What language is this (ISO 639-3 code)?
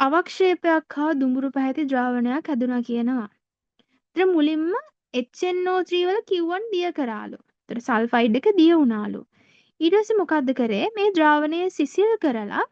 sin